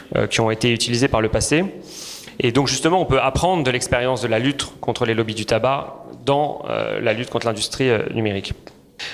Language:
French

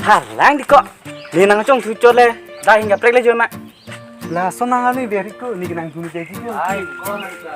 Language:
Karbi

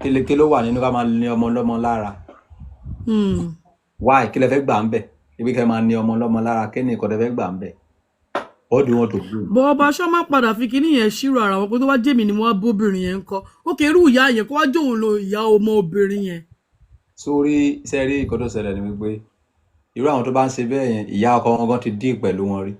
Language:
Yoruba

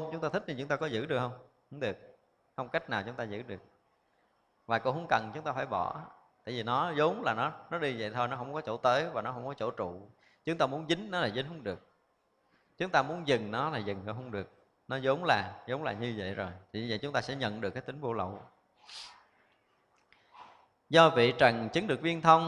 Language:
Vietnamese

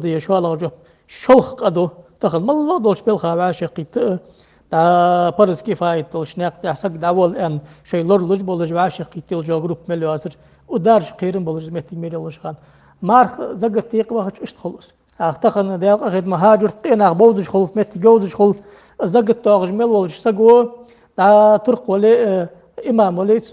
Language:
Ingush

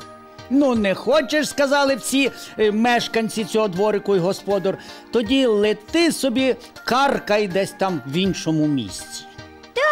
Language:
Ukrainian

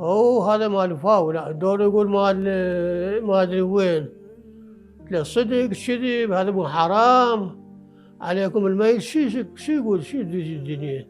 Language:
Mesopotamian Arabic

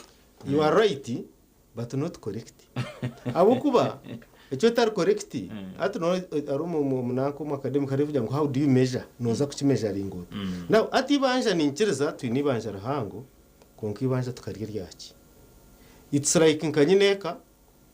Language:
Nyankole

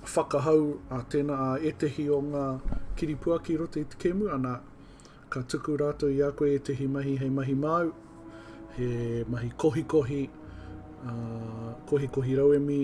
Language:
Māori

